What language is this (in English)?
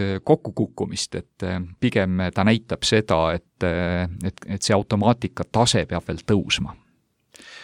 Estonian